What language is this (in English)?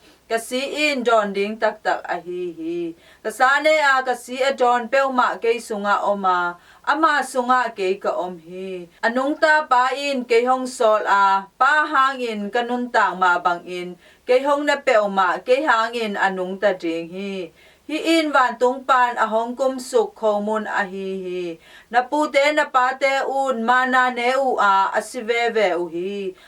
Tedim Chin